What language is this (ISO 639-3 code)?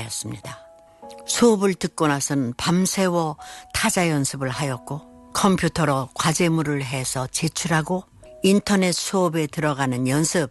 kor